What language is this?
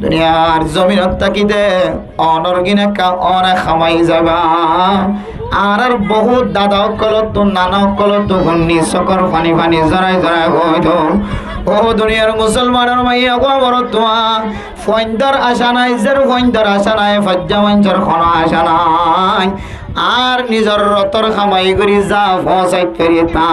Rohingya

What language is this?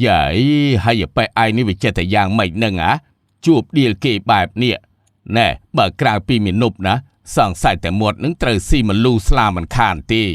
Khmer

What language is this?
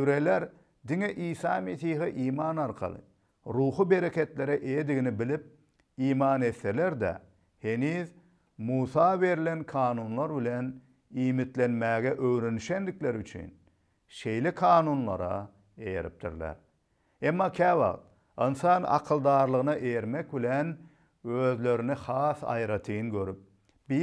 Turkmen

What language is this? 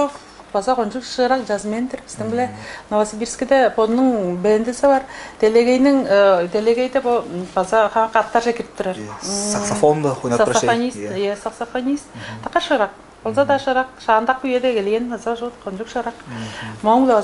Tuvinian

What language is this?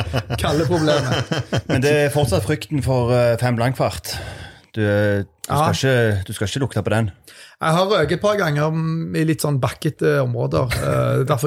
Norwegian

